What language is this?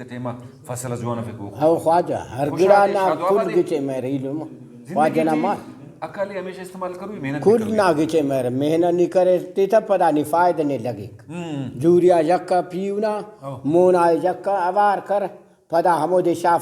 Brahui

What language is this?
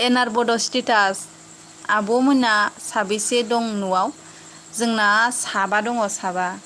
Bodo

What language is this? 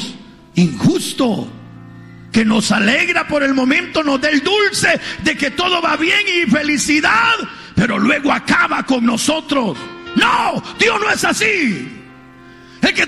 Spanish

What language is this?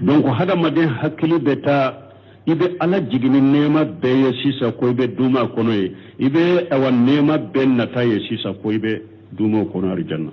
Bambara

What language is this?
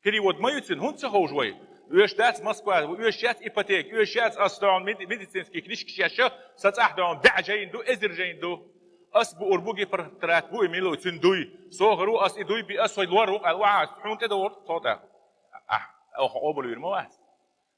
Chechen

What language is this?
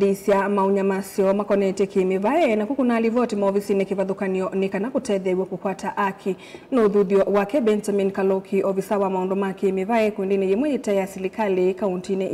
Kamba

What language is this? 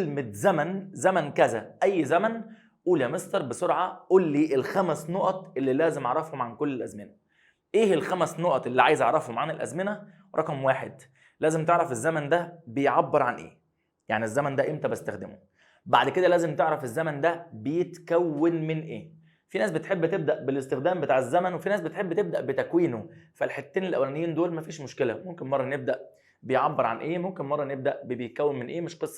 Egyptian Arabic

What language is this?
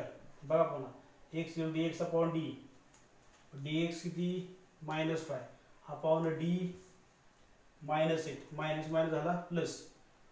Marathi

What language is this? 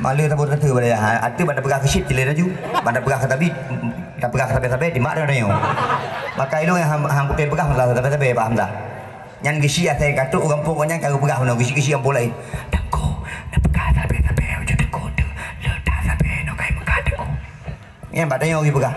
Achinese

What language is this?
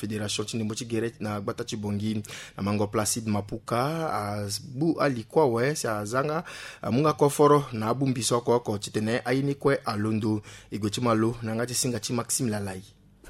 Sango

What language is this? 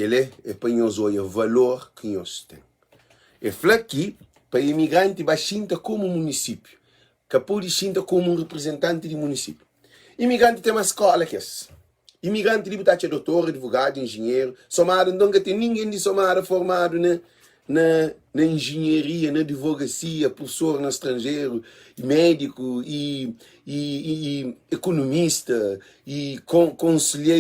Kabuverdianu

